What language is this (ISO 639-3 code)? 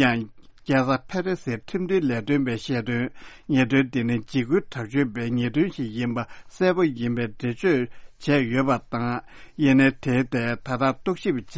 bod